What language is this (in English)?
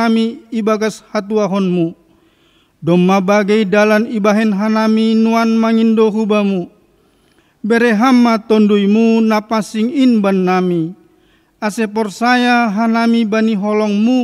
Batak Simalungun